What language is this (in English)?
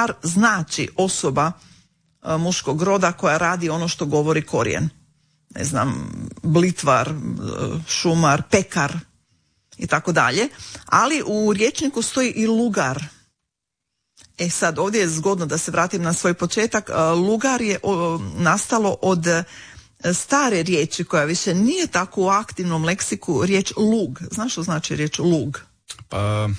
Croatian